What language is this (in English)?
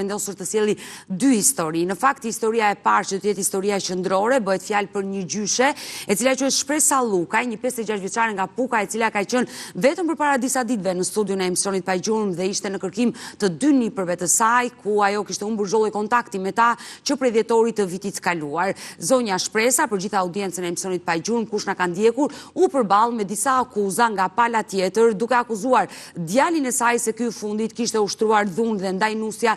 Albanian